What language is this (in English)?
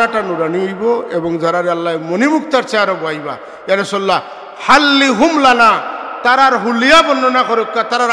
Sylheti